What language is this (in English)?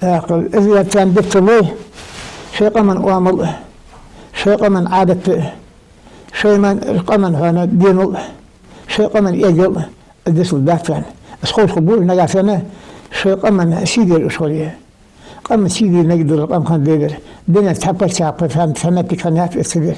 Ingush